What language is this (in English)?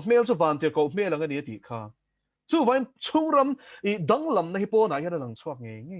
Mizo